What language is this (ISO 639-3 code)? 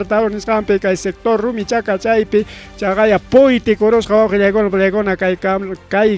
quy